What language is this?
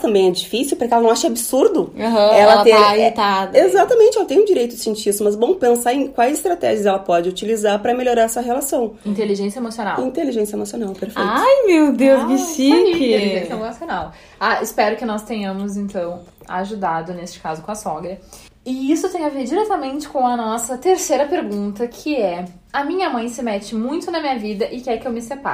Portuguese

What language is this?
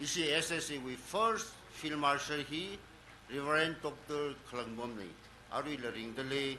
Tangkhul Naga (India)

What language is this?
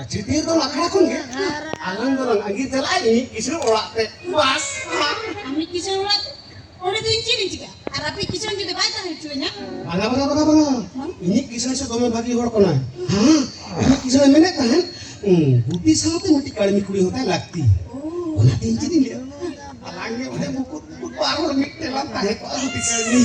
Santali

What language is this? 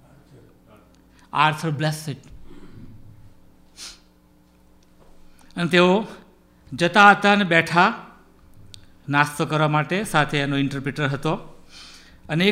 Gujarati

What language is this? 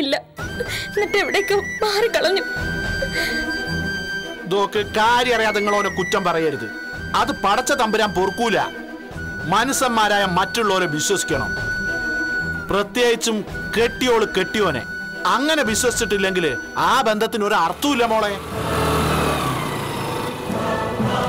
Malayalam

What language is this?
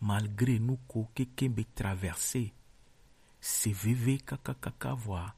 Gen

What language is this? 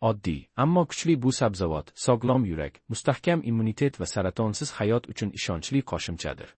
Uzbek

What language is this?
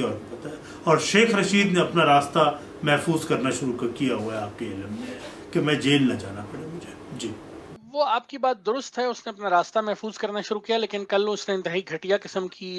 Urdu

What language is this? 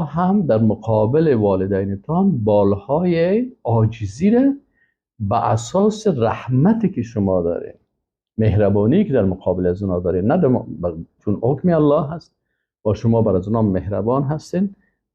Persian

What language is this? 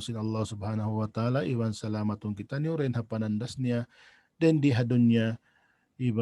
Tausug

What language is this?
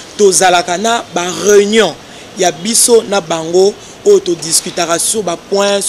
Lingala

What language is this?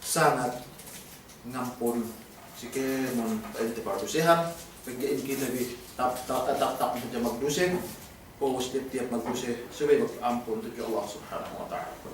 Yakan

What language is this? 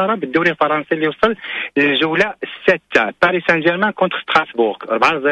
Moroccan Arabic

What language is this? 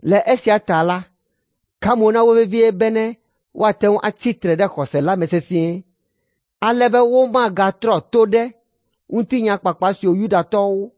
Ewe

